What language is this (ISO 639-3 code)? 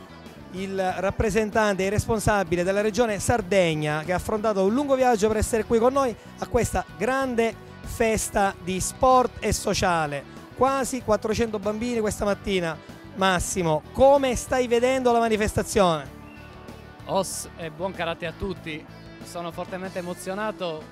ita